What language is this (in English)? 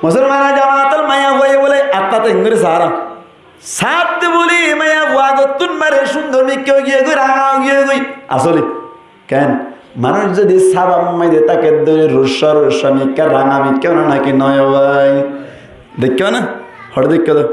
Rohingya